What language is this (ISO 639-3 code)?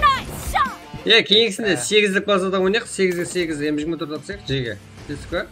kaa